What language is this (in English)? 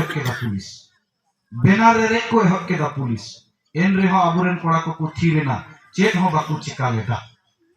Santali